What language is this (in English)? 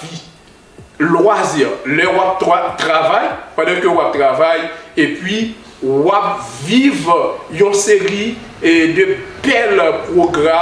Haitian Creole